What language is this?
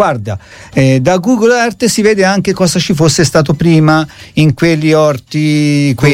Italian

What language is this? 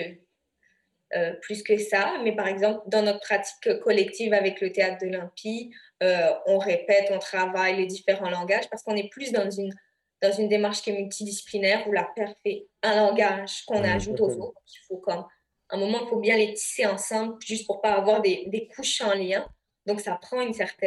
French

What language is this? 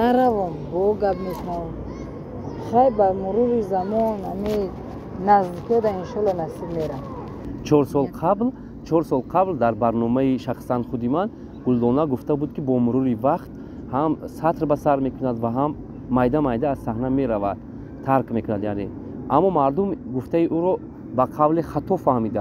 Tajik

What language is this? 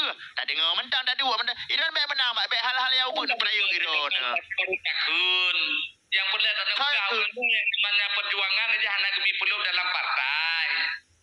Achinese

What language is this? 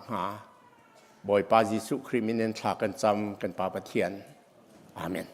Hakha Chin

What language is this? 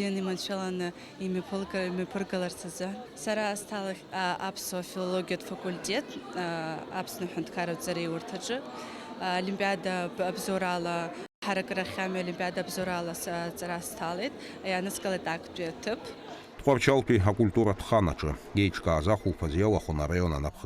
Abkhazian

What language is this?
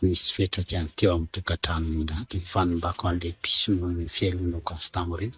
Malagasy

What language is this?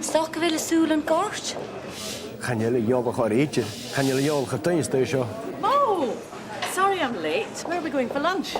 Scottish Gaelic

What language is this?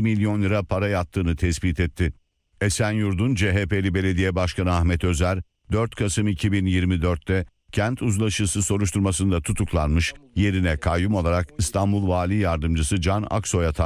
Turkish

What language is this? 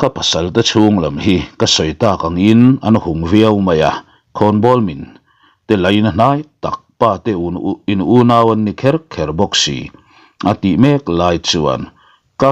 Mizo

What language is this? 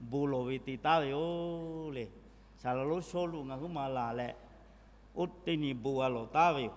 Lahu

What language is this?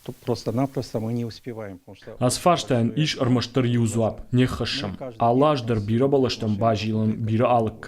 Ossetic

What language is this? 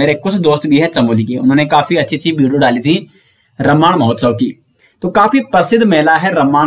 Hindi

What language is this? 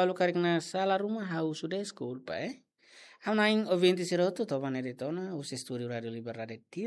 Tetum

